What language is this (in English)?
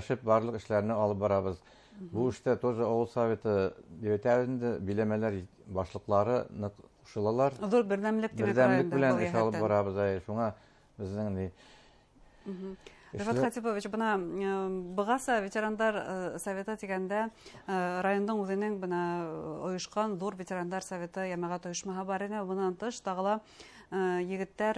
Bashkir